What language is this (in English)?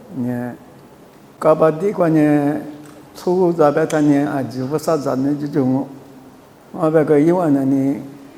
Lisu